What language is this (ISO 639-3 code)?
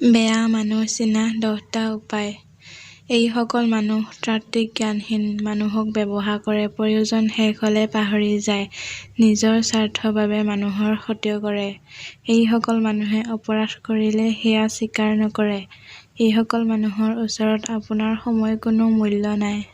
asm